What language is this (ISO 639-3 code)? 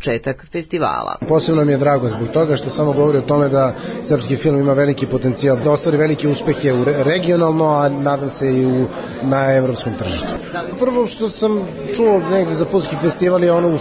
srp